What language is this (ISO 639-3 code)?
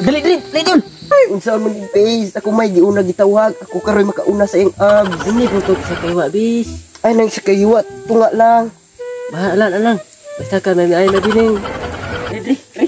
ceb